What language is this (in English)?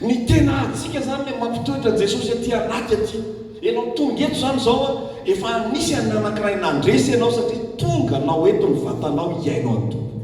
Malagasy